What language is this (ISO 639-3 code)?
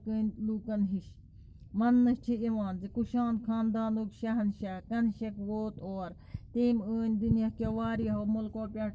kas